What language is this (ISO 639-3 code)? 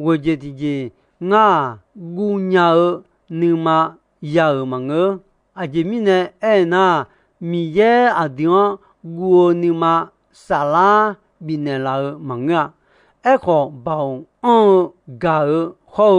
ahk